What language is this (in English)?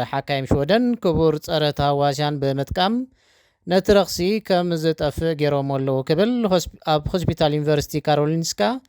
Tigrinya